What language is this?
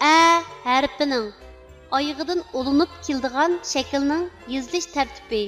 Uyghur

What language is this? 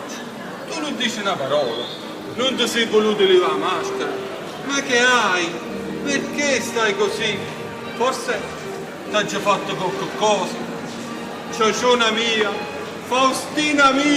Neapolitan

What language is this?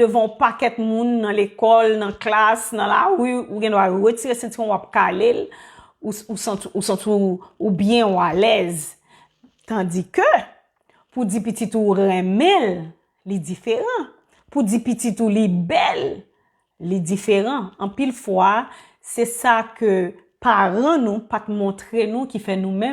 Haitian Creole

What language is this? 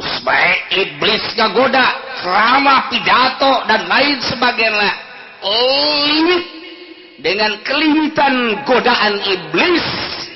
Sundanese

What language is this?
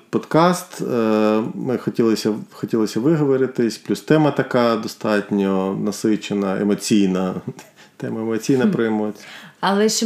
Ukrainian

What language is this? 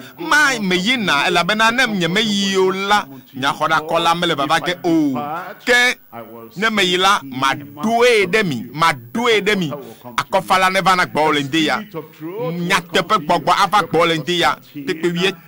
Ewe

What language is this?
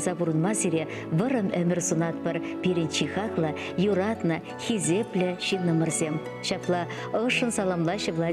Chuvash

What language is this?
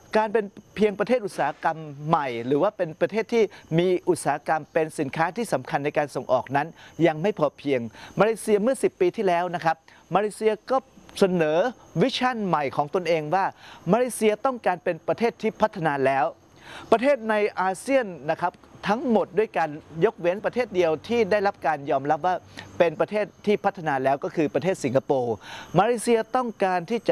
Thai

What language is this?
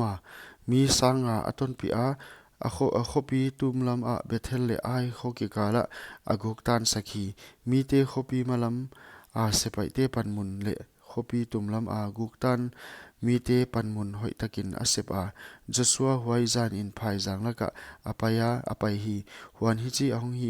Paite Chin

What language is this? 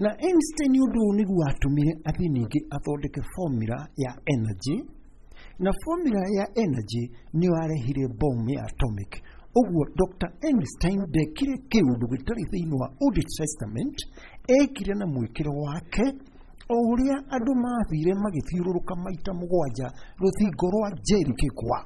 Kikuyu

